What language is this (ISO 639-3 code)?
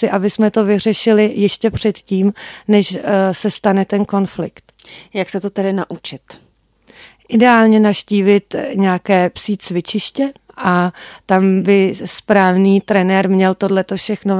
ces